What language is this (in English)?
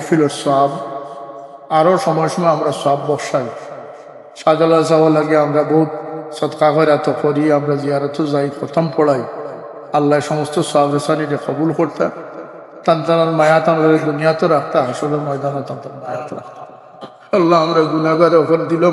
Sylheti